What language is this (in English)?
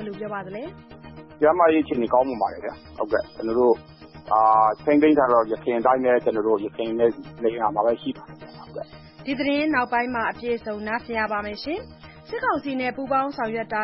Burmese